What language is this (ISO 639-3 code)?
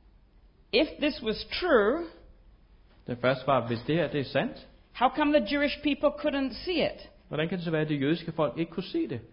dan